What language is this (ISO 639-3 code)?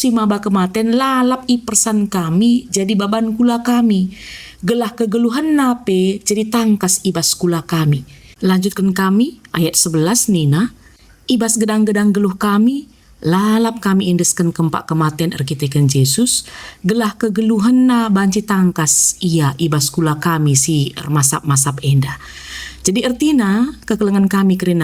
btx